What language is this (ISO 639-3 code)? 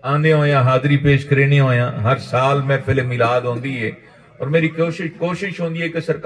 skr